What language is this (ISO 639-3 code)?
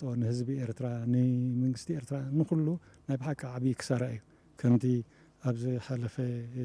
tir